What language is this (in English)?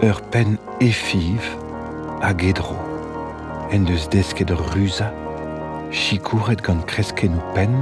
Breton